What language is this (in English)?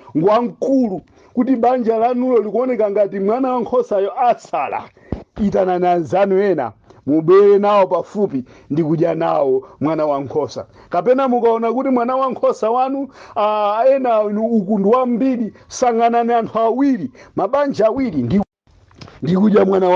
Nyanja